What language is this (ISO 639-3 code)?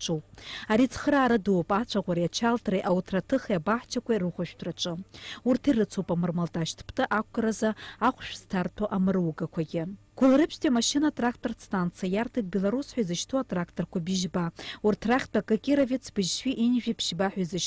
abk